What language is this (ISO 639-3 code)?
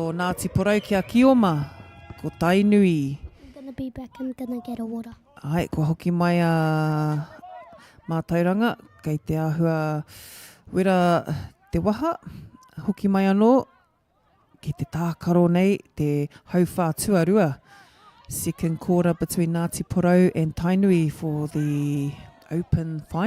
mri